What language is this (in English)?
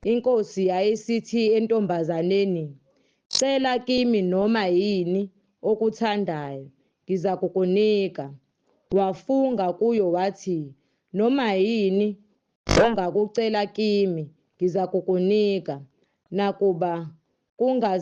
Zulu